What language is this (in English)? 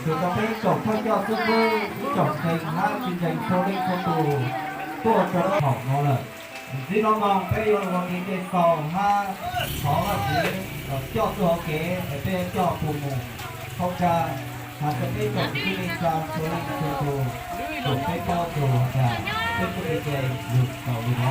Hmong